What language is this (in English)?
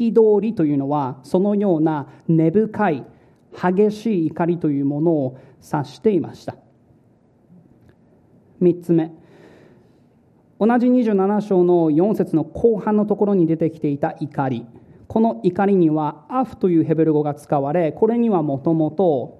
Japanese